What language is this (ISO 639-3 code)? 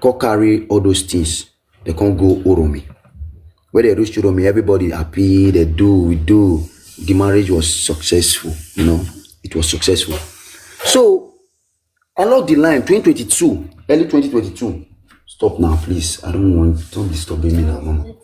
pcm